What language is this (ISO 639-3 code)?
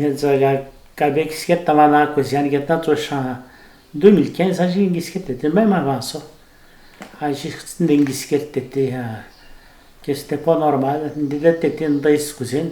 atj